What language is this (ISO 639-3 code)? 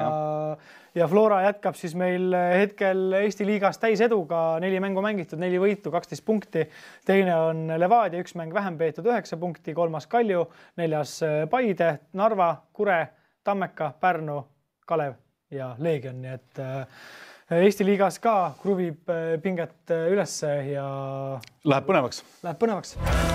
est